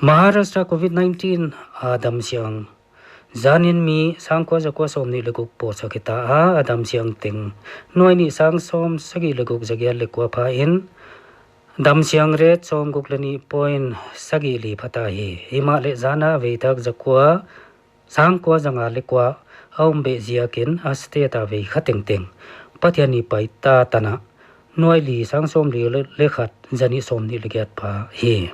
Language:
Paite Chin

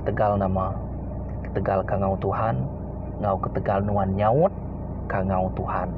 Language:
Iban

